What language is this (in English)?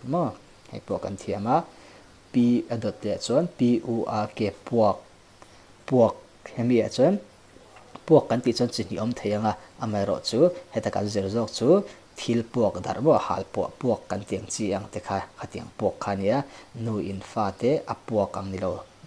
Mizo